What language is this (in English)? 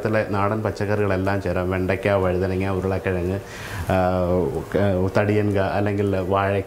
Malayalam